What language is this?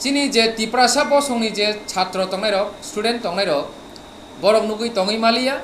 Kok Borok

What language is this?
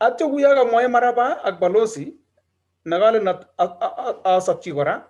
Kalenjin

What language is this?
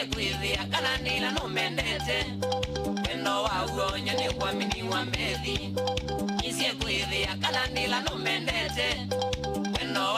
Kamba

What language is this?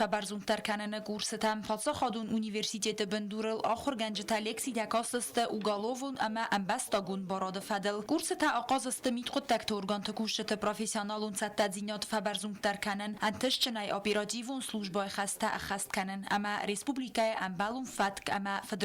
Ossetic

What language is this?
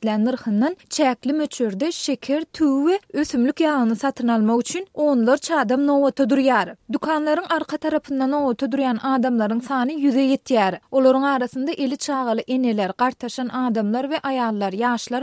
Turkmen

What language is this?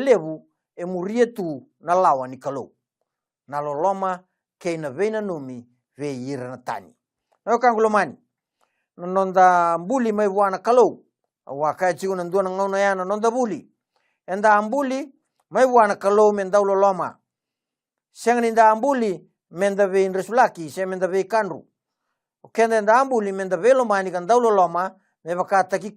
Fijian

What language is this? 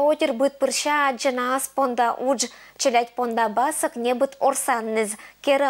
Komi-Permyak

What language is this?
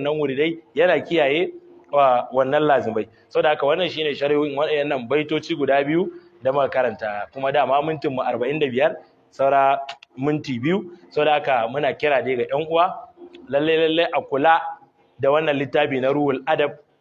Hausa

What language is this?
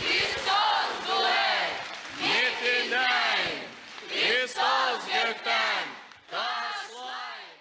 Gagauz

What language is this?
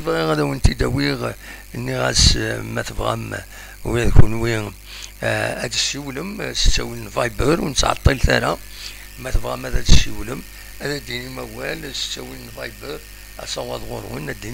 Kabyle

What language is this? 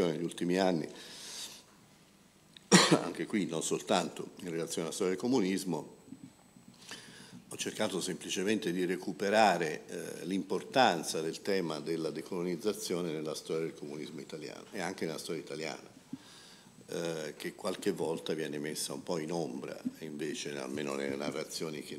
Italian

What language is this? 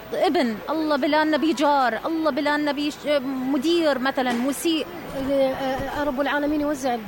Mesopotamian Arabic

